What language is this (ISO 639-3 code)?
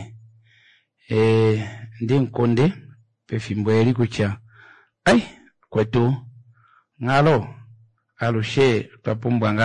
kua